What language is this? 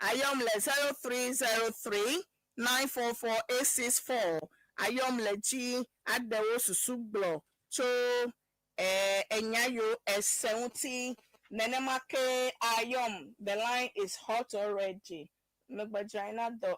Ewe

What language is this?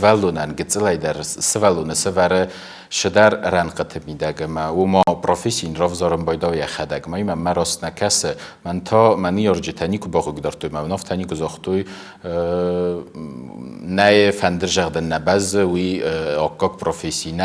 Ossetic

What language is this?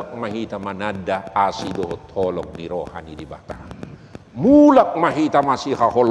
Batak Toba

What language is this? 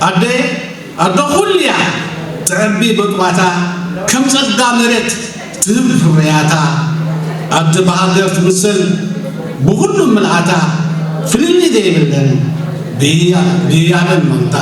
Tigrinya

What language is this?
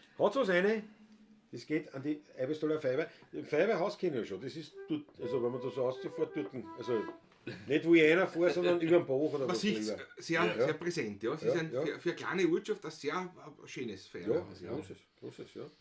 Bavarian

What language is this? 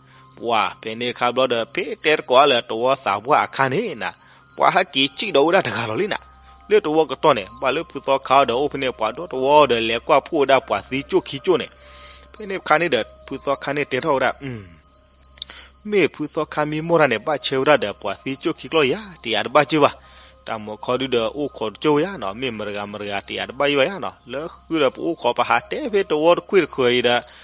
S'gaw Karen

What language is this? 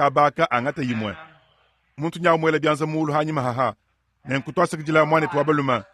Luba-Lulua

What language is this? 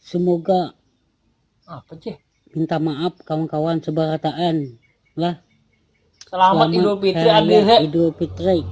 Banjar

